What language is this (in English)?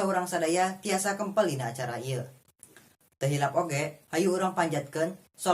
Sundanese